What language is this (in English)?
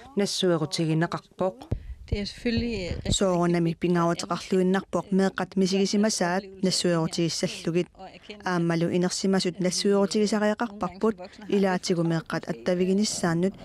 Kalaallisut